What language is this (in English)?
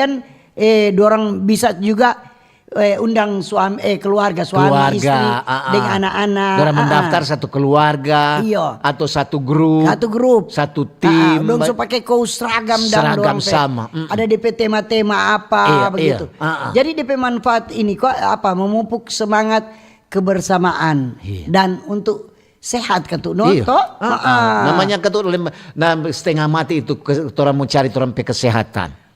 Manado Malay